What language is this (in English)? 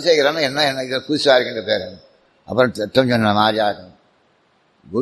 Tamil